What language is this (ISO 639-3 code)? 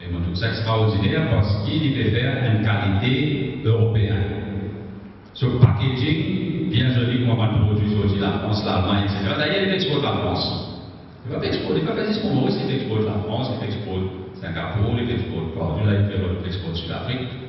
mfe